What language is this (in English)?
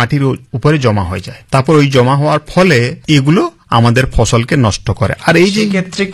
Bangla